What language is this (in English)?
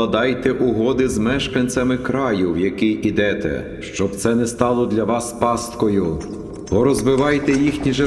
Ukrainian